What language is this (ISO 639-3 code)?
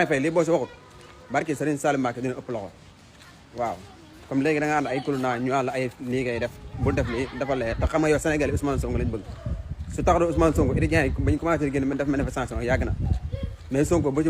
wol